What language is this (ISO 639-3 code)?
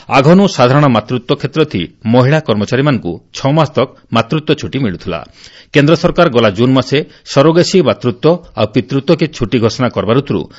ori